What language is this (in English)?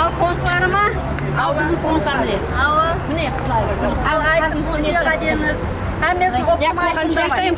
Kara-Kalpak